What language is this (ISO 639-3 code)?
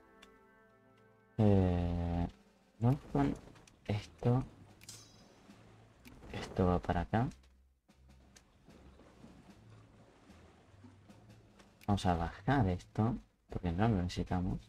spa